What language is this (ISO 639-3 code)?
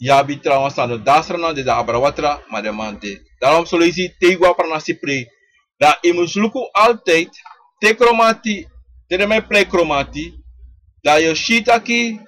srn